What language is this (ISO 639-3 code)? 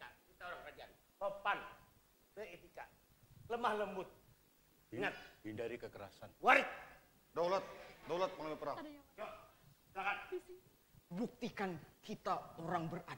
bjn